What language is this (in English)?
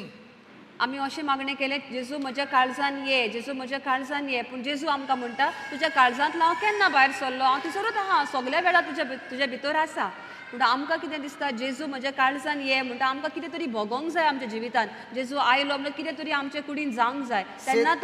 Konkani